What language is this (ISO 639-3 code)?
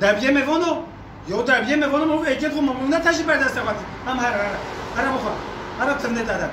kur